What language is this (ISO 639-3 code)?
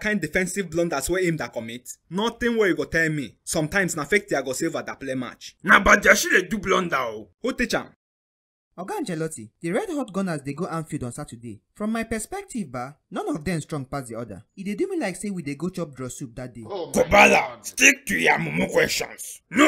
pcm